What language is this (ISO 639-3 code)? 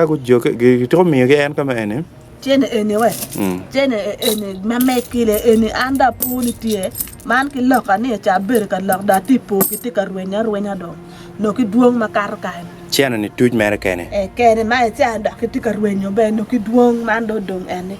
ach